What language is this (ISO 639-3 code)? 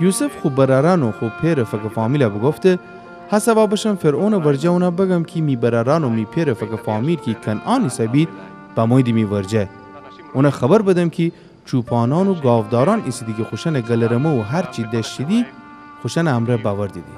glk